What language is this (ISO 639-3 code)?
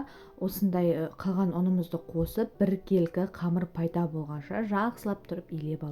kaz